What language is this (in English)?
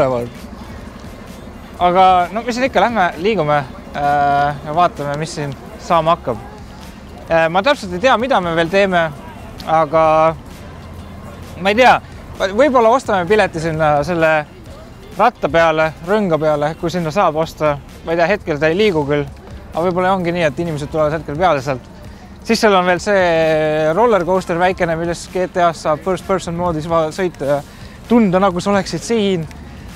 Estonian